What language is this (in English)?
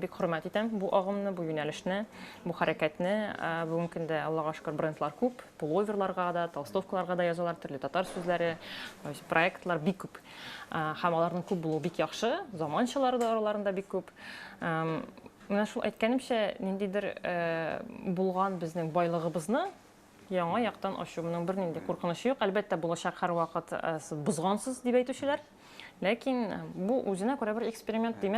Tatar